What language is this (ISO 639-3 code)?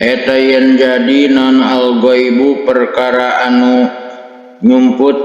sun